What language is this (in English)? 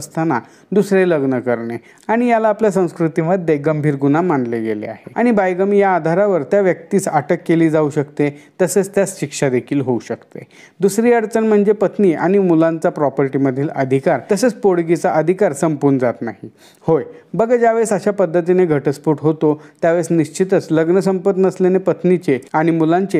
Marathi